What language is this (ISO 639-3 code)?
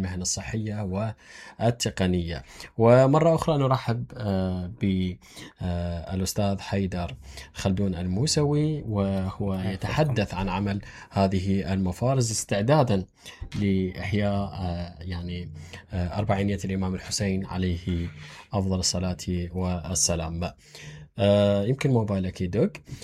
acm